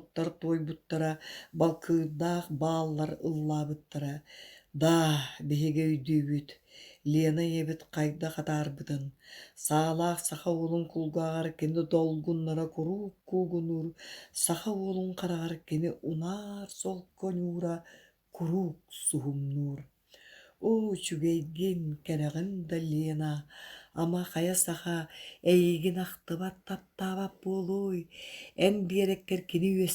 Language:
Yakut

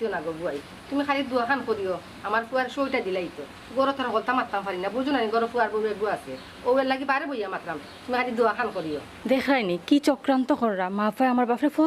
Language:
Sylheti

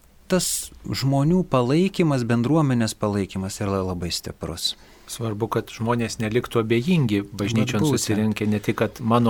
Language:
Lithuanian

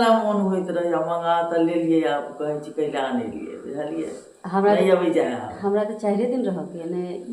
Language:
Maithili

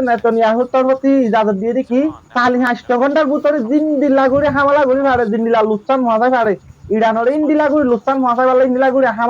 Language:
Rohingya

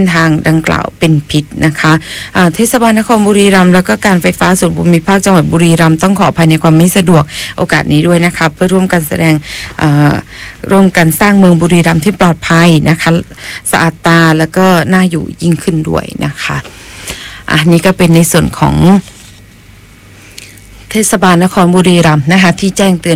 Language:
Thai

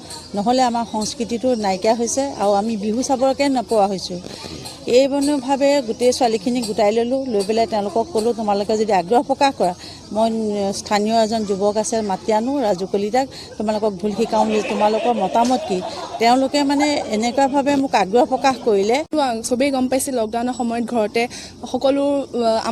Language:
Assamese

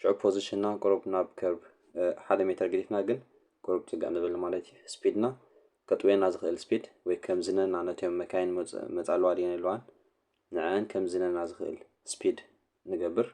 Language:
Tigrinya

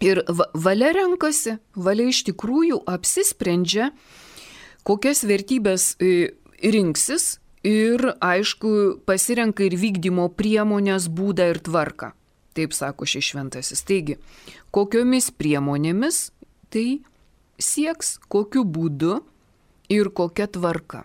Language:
Lithuanian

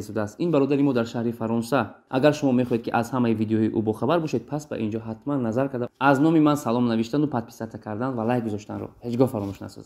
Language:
Tajik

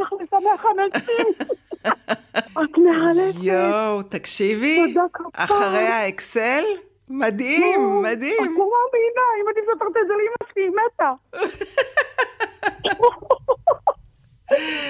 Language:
Hebrew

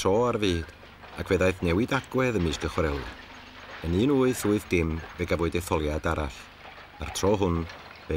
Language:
Welsh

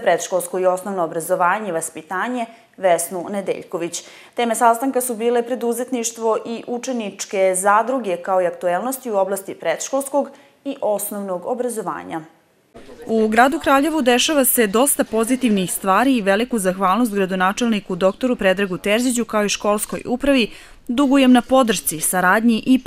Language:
Serbian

